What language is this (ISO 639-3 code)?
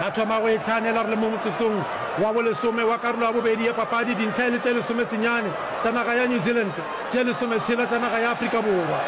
nso